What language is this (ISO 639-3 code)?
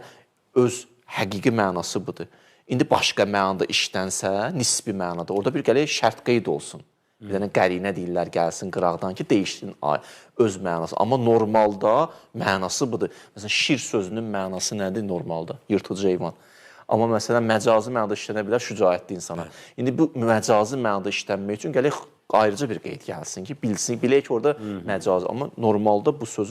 aze